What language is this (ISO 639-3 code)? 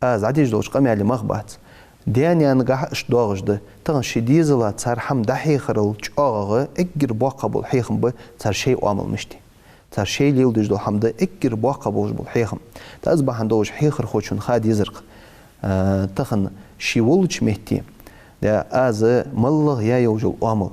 inh